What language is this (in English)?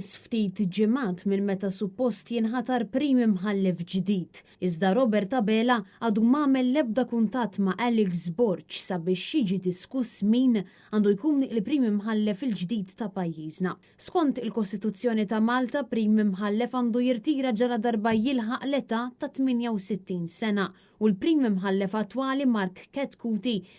Maltese